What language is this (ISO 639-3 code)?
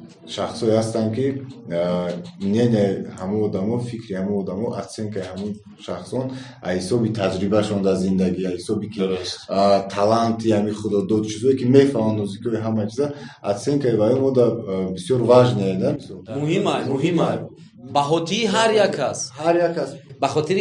tgk